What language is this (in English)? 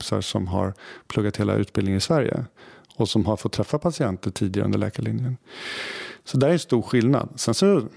Swedish